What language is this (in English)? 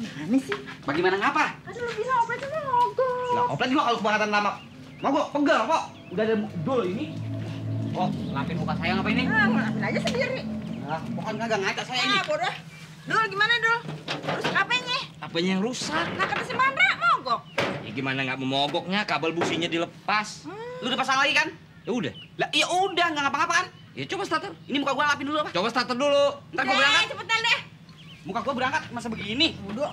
Betawi